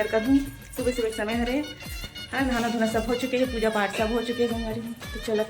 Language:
Chhattisgarhi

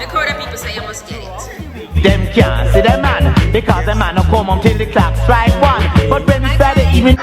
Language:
Jamaican Creole English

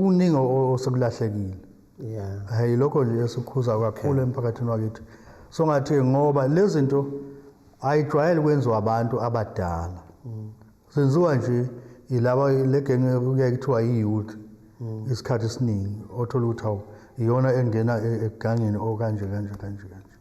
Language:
Zulu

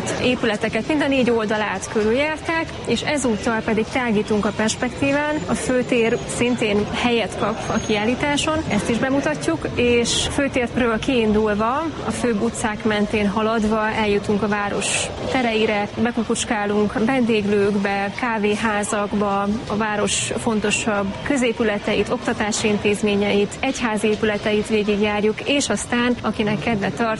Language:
Hungarian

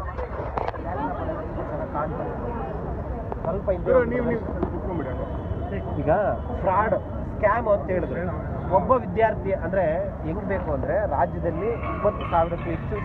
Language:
Kannada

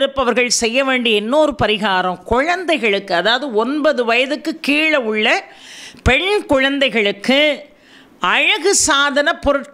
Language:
Tamil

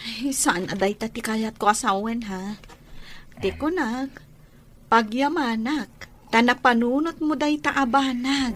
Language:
Iloko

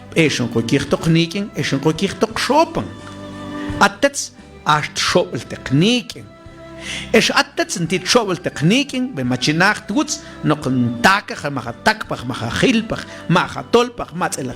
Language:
Mam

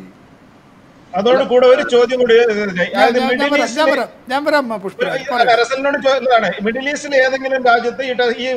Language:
Malayalam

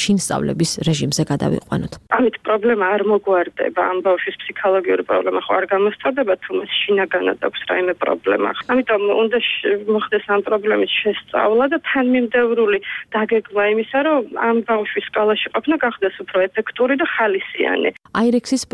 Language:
Georgian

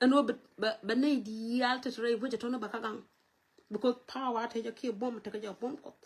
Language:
Nuer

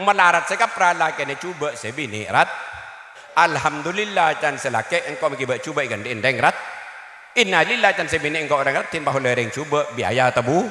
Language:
Madurese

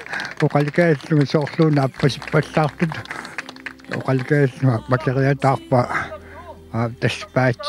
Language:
Kalaallisut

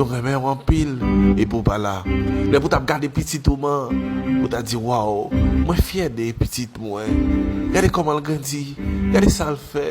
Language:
Haitian Creole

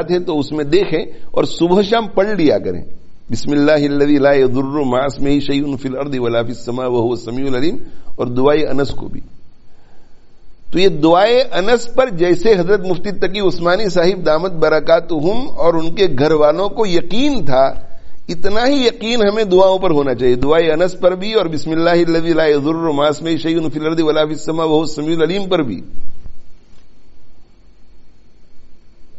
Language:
Urdu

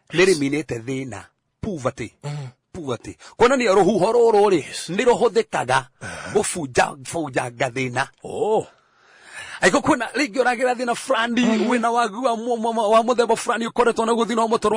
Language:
Kikuyu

